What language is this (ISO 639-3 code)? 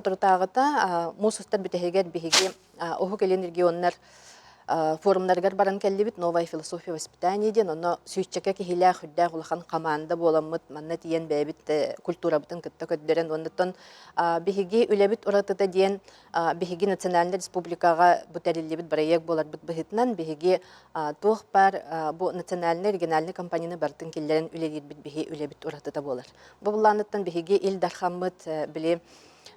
sah